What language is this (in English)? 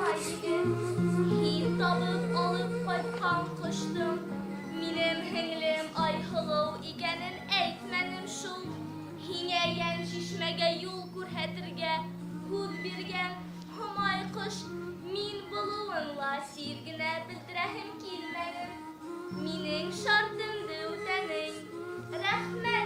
Bashkir